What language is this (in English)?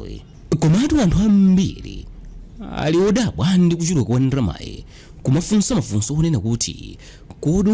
Nyanja